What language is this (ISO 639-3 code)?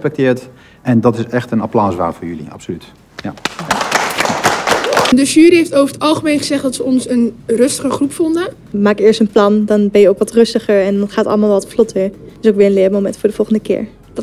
nld